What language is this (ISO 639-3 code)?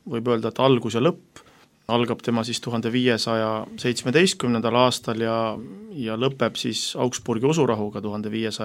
est